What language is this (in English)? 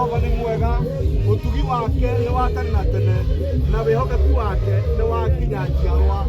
Kikuyu